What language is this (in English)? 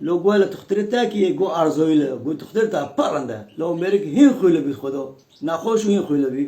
Kurdish